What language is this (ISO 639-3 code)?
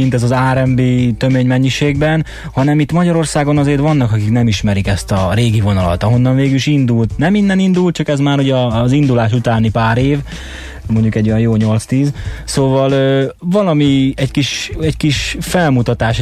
hun